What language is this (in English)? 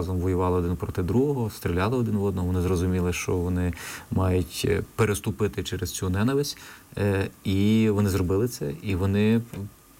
Ukrainian